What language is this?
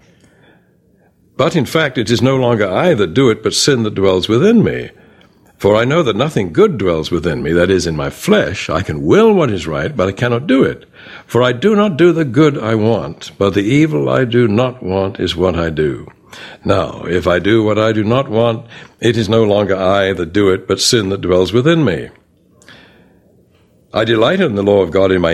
English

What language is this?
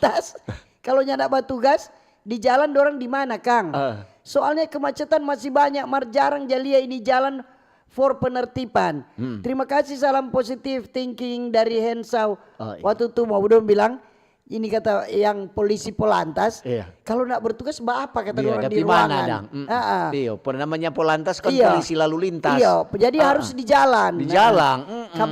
Manado Malay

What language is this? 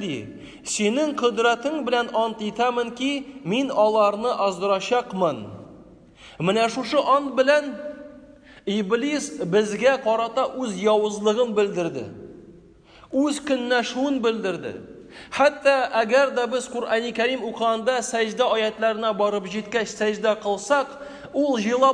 Tatar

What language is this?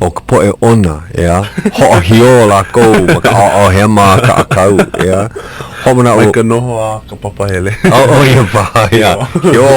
Hawaiian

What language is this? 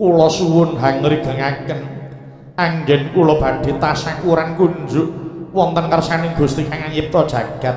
Javanese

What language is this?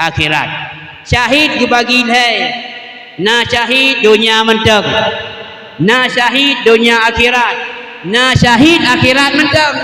Achinese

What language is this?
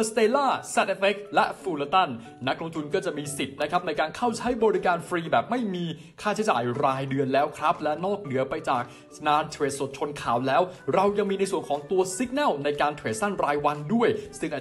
Thai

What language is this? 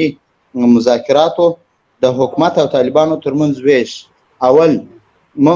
Pashto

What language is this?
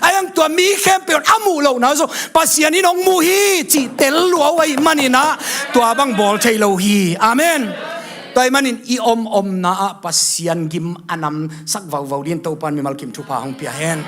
Tedim Chin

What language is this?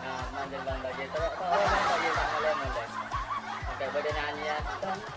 Madurese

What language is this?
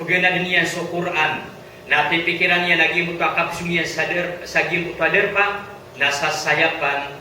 Maranao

